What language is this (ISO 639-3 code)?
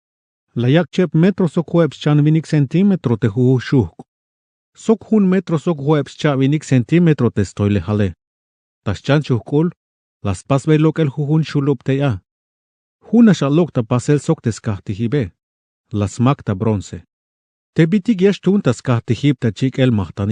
tzh